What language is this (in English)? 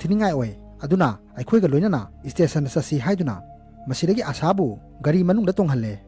Manipuri